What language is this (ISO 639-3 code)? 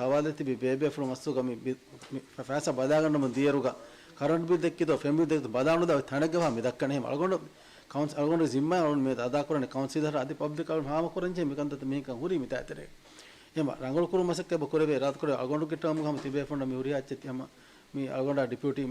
div